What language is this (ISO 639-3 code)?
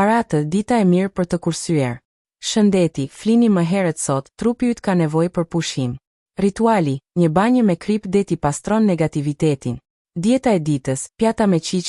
sqi